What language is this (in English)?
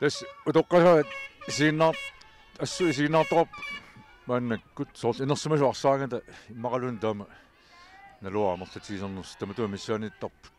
Kalaallisut